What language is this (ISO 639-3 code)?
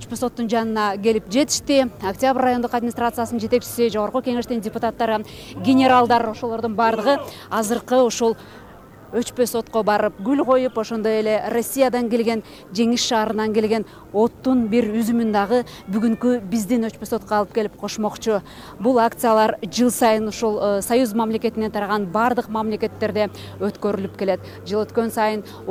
kir